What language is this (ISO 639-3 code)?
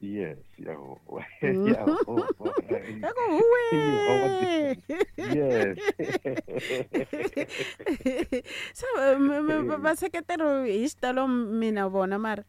tso